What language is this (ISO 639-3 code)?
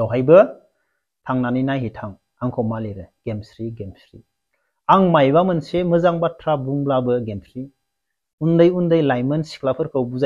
brx